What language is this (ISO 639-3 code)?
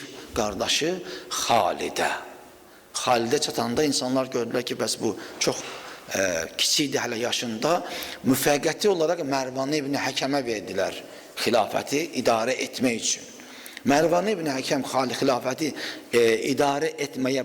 aze